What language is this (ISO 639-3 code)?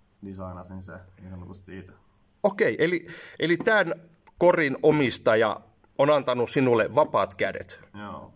fin